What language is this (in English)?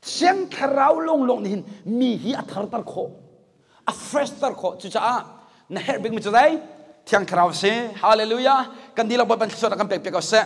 Hakha Chin